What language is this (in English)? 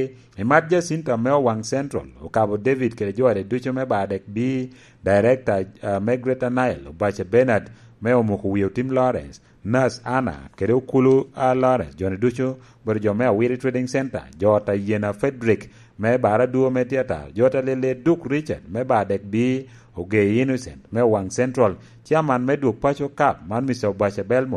Lango (Uganda)